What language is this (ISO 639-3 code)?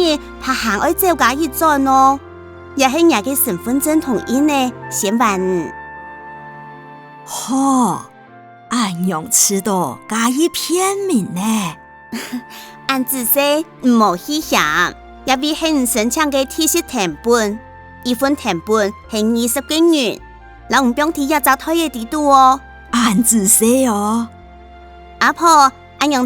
hak